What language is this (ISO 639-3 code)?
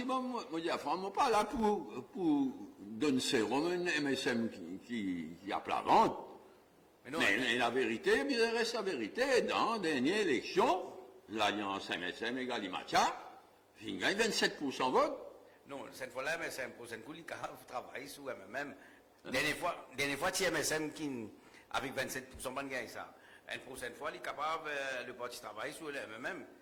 mfe